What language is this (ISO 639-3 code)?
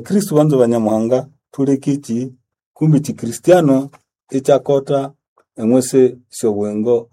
nnb